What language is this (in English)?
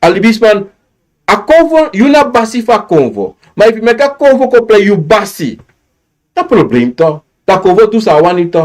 Sranan Tongo